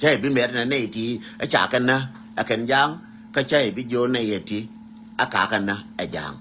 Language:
Nuer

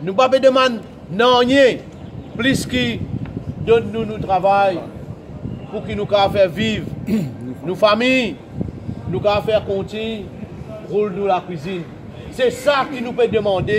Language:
Morisyen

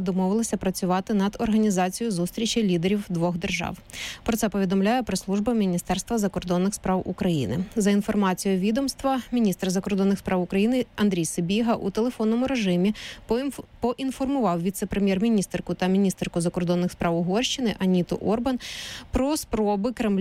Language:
Ukrainian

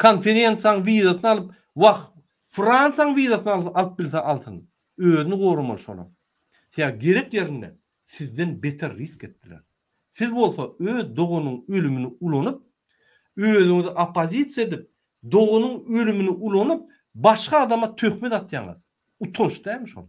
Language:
Turkmen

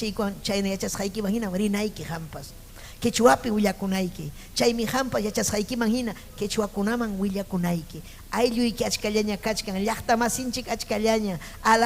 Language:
Ayacucho Quechua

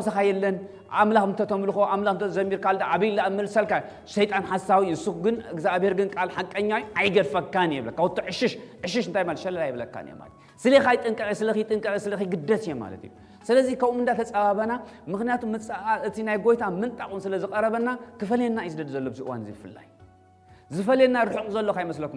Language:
Tigrinya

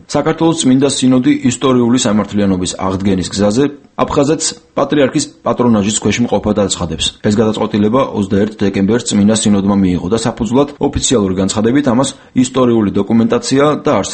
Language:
Georgian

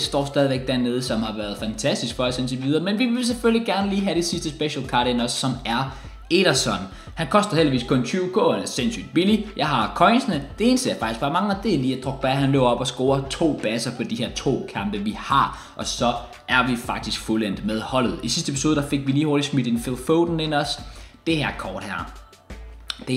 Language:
Danish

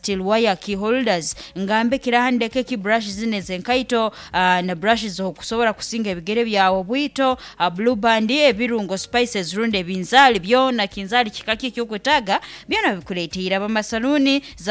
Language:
Nyankole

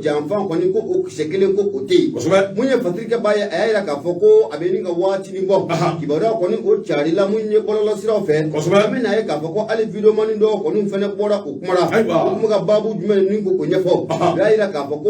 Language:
Bambara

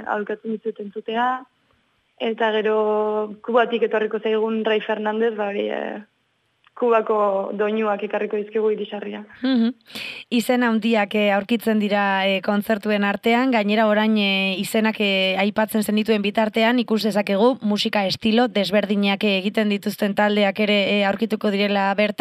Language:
Basque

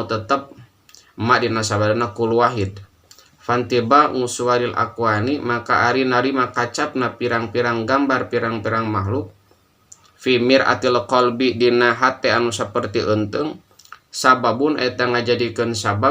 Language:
Sundanese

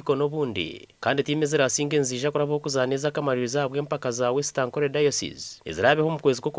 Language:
Nyankole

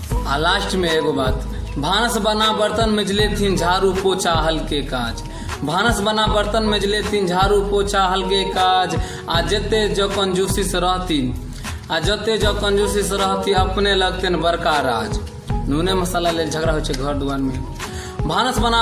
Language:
Maithili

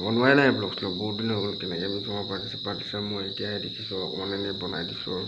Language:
Assamese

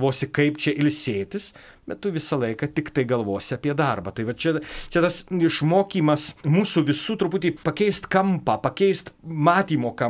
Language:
Lithuanian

